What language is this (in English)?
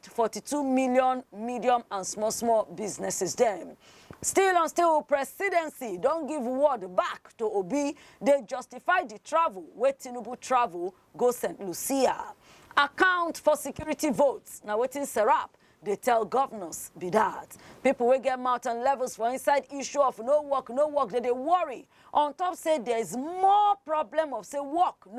Nigerian Pidgin